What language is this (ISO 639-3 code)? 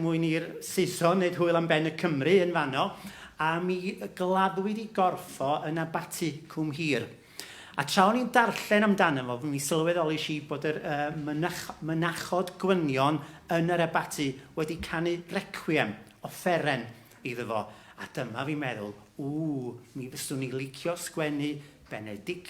cym